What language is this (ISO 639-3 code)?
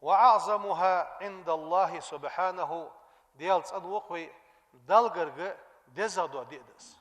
inh